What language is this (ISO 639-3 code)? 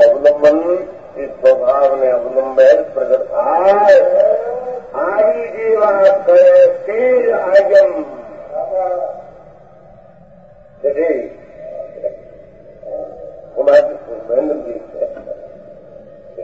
guj